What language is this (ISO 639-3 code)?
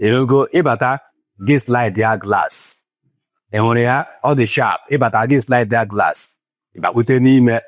ibo